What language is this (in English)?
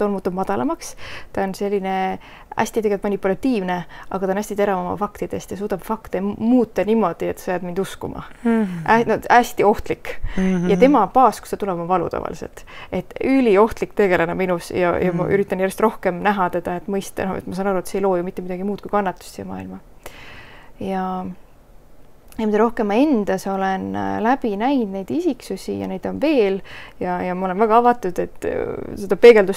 Estonian